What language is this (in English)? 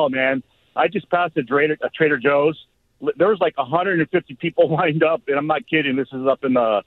English